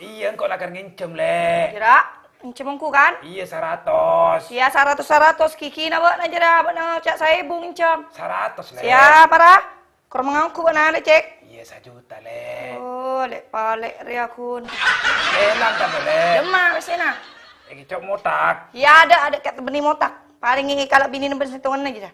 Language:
Madurese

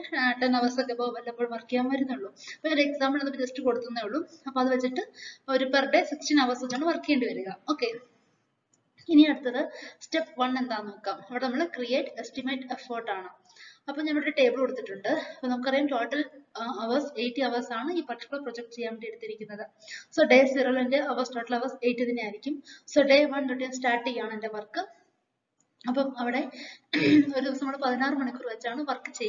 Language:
Malayalam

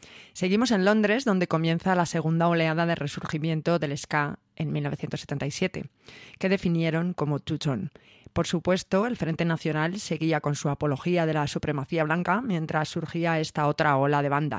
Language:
Spanish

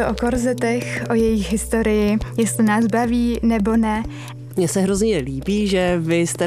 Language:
Czech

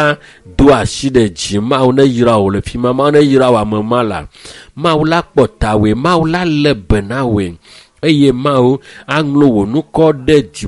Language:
Ewe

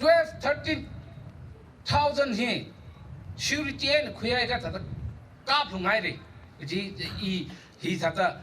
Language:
Tangkhul Naga (India)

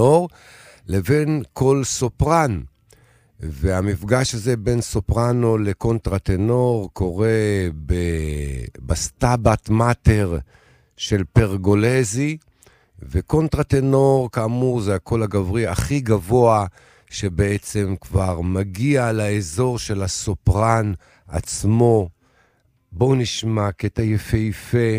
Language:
Hebrew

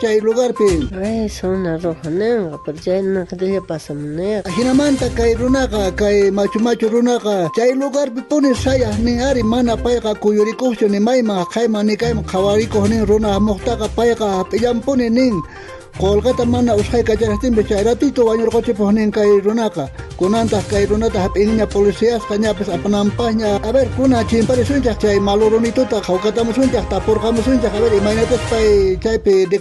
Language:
South Bolivian Quechua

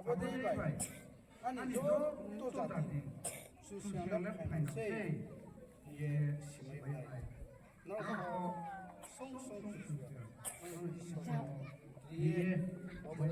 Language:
Riang (India)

